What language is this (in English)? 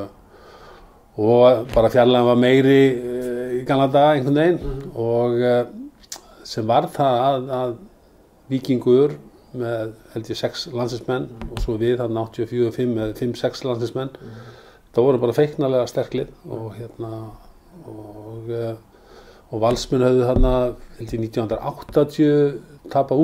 Icelandic